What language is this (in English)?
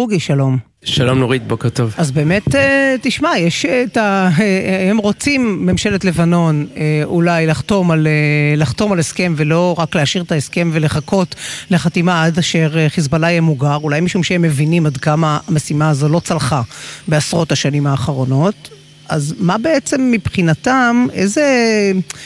Hebrew